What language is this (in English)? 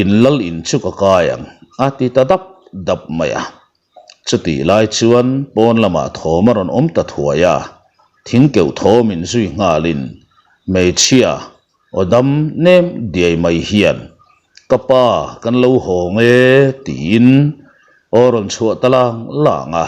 Mizo